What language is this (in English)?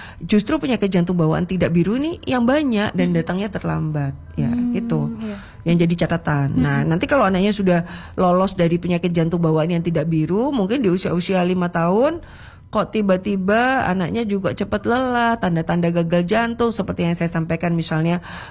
Indonesian